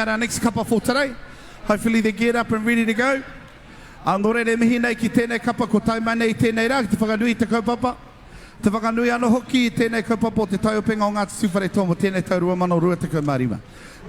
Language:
Māori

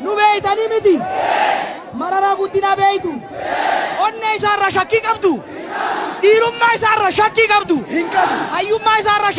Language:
Oromo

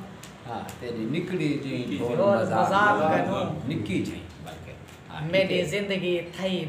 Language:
Saraiki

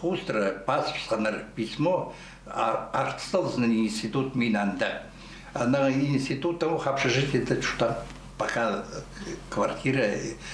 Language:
Khakas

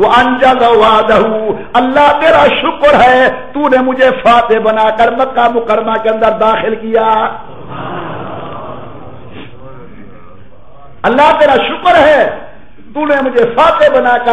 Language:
Urdu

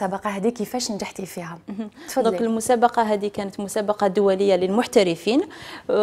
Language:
Algerian Arabic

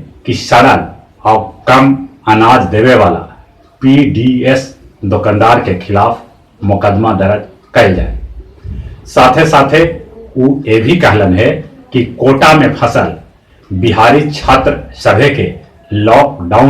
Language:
Magahi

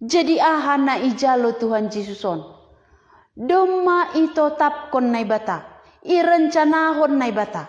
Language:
Batak Simalungun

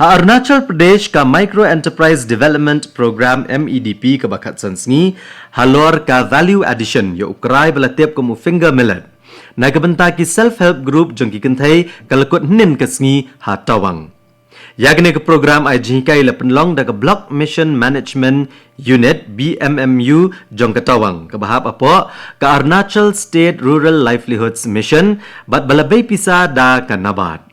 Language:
Khasi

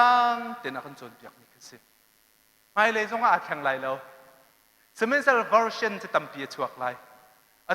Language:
Hakha Chin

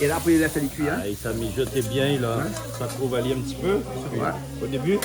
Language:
Réunion Creole French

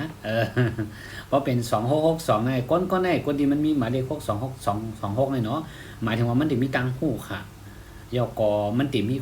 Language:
Shan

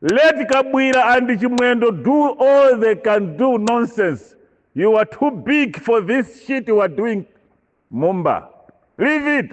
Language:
Nyanja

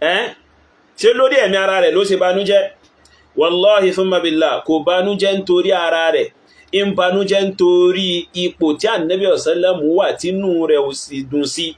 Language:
Yoruba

